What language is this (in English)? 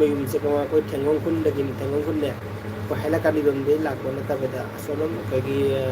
Manipuri